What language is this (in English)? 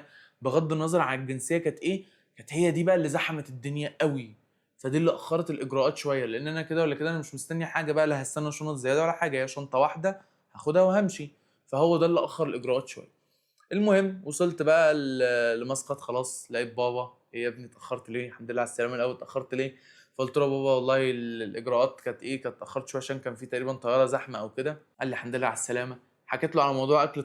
Egyptian Arabic